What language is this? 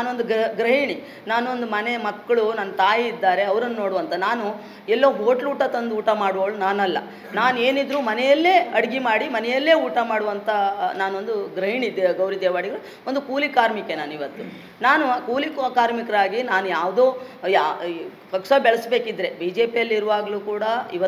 Kannada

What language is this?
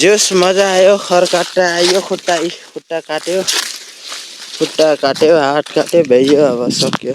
Nepali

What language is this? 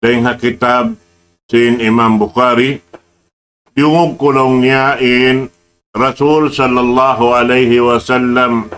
Tausug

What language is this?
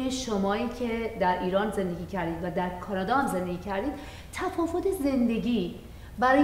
Persian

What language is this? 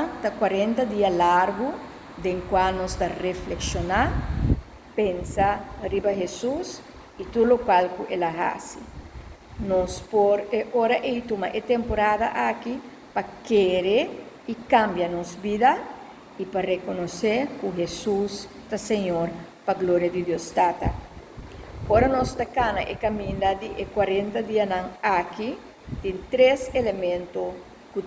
Papiamento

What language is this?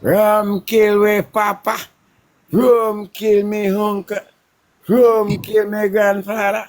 Jamaican Creole English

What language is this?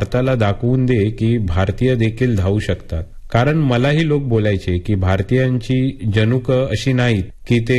Marathi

